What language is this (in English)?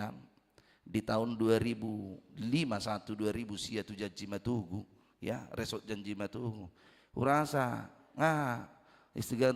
Batak Toba